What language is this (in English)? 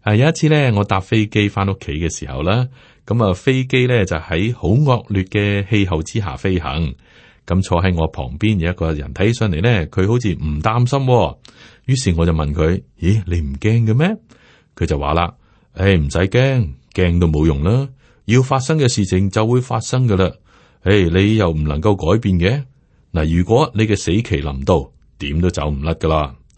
Cantonese